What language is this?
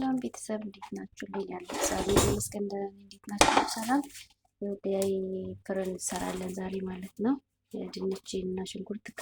Amharic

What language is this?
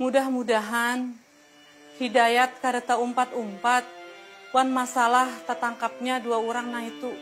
Banjar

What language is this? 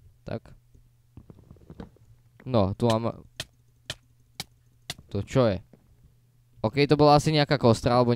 Slovak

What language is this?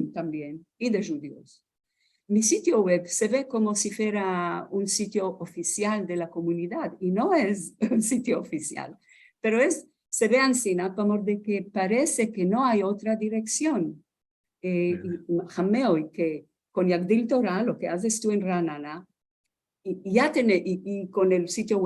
Ladino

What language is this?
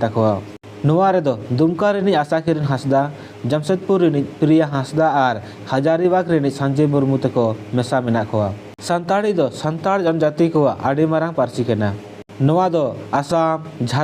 Santali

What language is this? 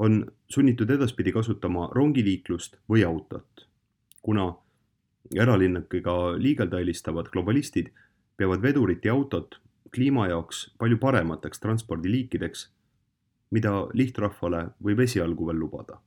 Estonian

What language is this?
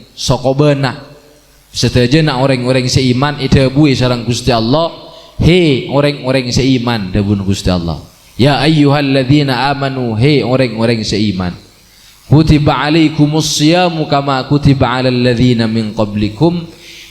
Madurese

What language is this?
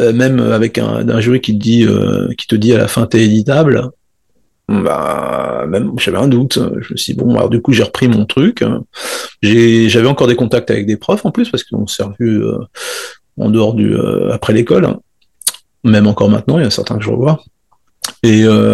French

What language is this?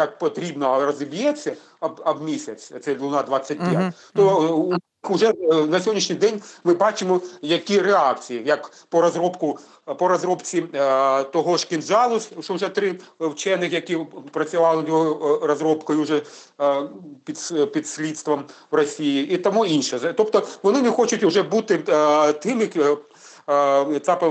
Ukrainian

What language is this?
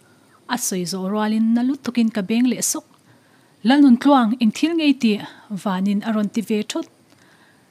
Mizo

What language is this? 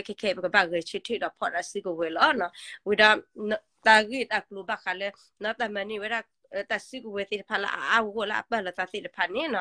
S'gaw Karen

